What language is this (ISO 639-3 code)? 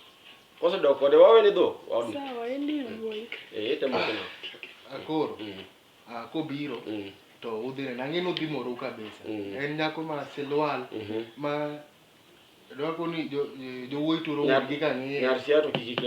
luo